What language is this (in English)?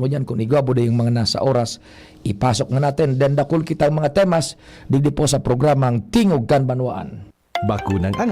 Bikol